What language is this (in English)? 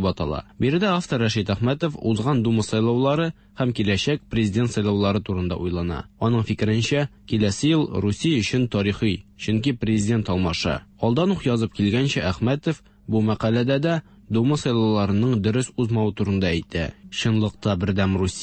Tatar